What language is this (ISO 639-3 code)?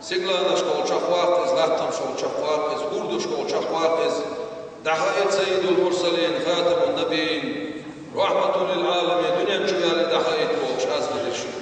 che